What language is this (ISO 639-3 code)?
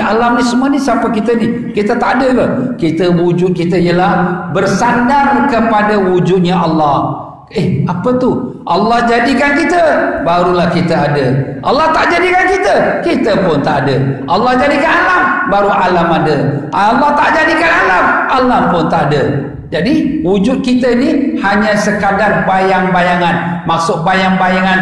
msa